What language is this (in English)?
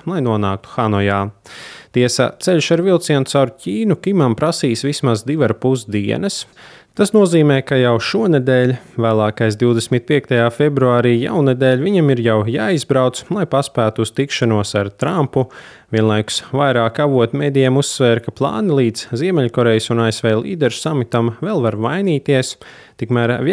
Latvian